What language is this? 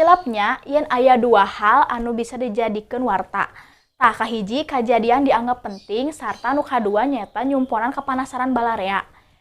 Sundanese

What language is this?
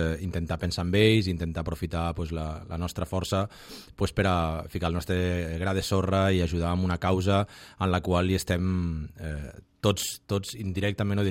Catalan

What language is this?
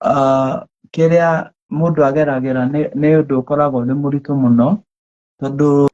Kikuyu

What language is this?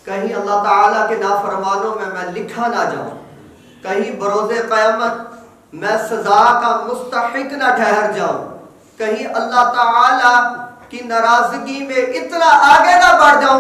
Urdu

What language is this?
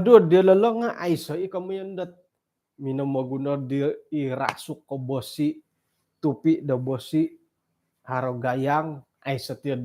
Central Dusun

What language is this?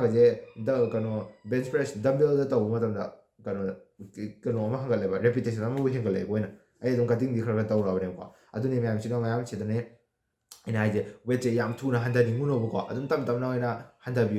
Manipuri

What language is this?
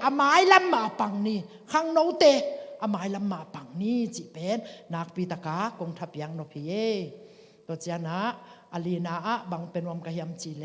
Tedim Chin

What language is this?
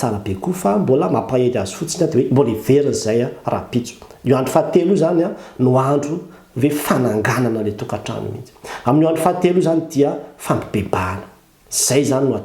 Malagasy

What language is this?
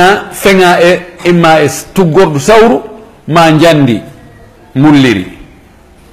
Fula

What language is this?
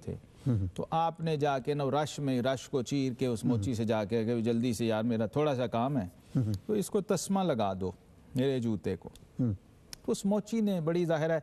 Urdu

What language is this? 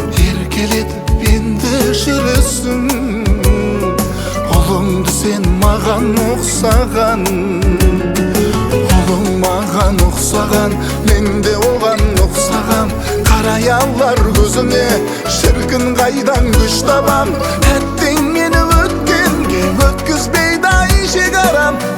Kazakh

